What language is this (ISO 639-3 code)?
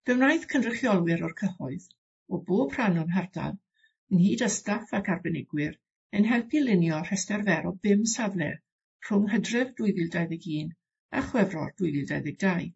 cym